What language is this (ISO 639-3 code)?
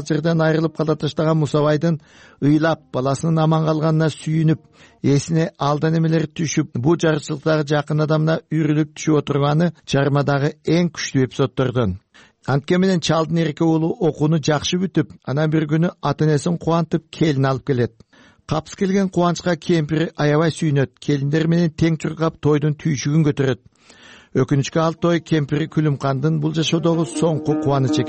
kir